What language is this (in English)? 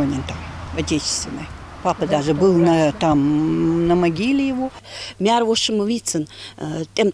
Ingush